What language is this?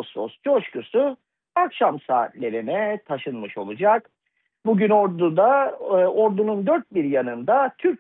Turkish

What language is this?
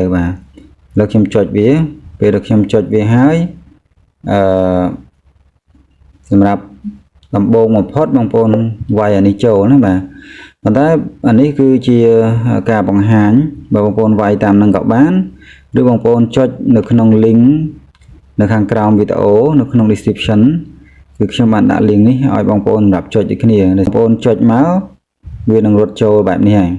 Khmer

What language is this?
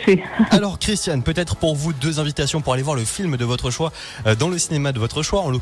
French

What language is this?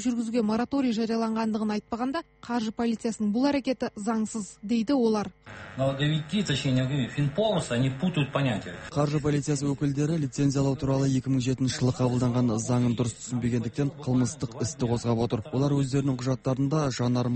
Kazakh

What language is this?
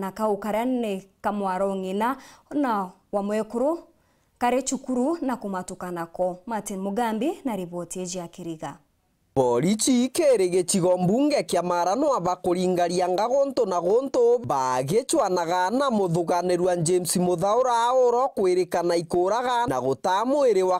Meru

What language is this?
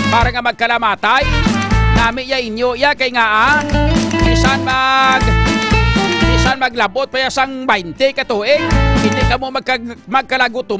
Hiligaynon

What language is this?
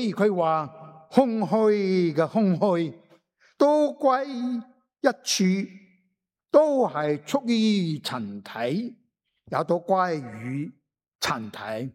Cantonese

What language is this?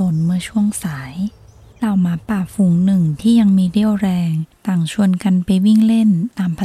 Thai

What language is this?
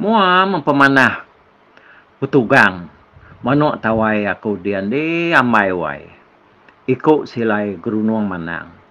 Iban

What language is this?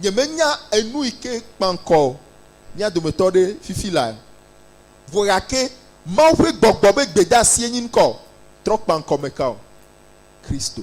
Ewe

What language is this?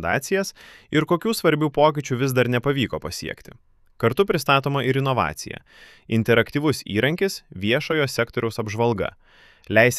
Lithuanian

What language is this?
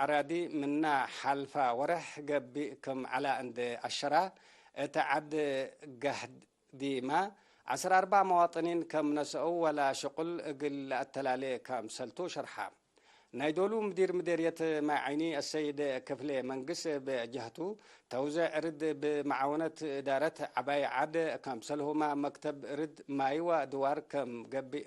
Tigre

